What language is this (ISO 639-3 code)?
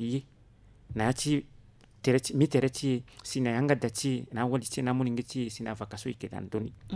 sag